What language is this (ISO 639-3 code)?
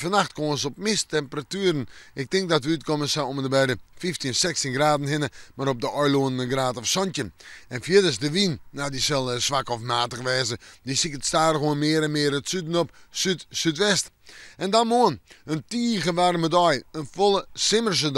fry